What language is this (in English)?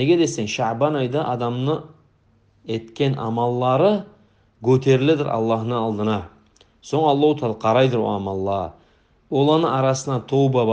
Kumyk